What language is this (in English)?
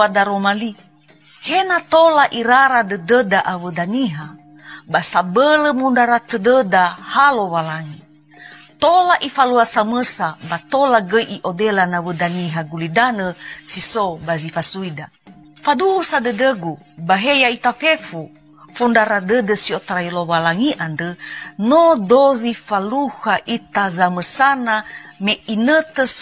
Nias